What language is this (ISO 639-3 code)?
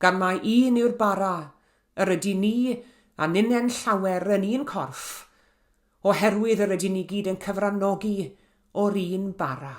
cym